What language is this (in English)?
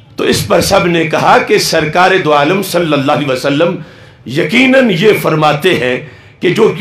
Urdu